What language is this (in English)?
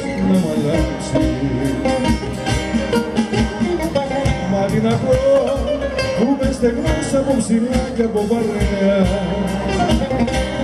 Greek